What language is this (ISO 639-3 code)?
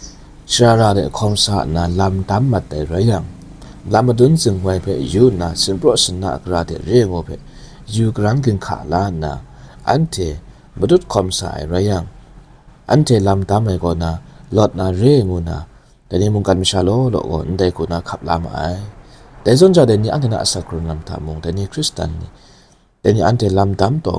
kac